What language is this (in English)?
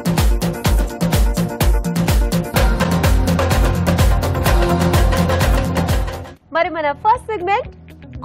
Telugu